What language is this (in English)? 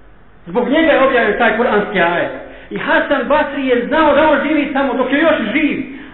Bosnian